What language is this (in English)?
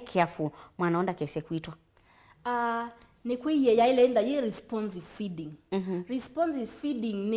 Kamba